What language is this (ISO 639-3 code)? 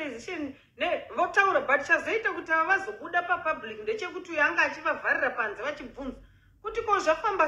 sna